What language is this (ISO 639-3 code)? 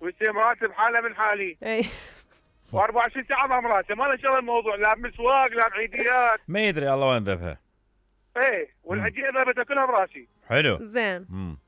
acm